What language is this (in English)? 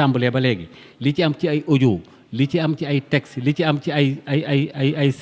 Wolof